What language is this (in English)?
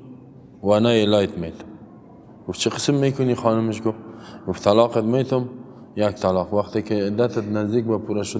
Persian